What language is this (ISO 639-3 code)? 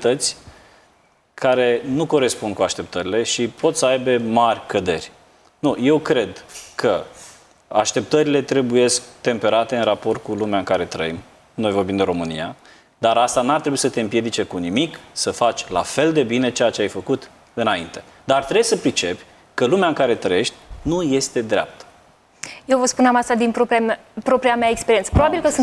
ron